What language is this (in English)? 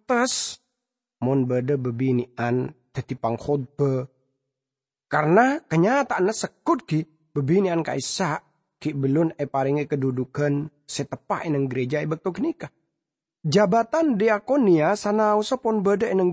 Madurese